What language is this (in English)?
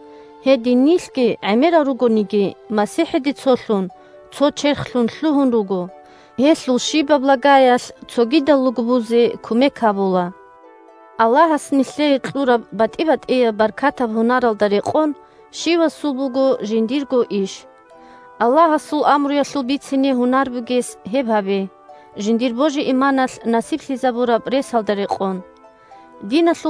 Avaric